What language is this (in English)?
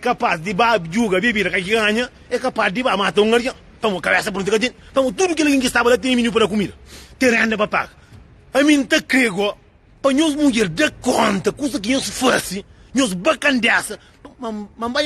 Kabuverdianu